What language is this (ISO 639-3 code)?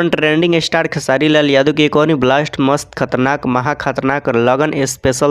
bho